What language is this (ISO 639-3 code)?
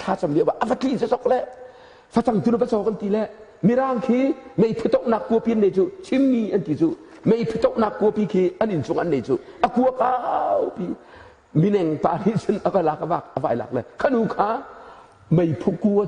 cnh